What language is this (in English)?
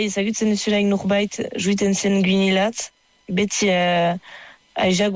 Basque